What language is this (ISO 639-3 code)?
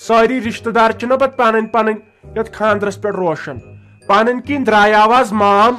kas